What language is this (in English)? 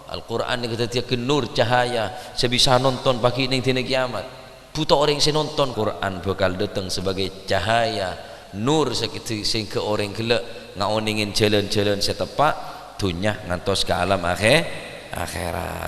Madurese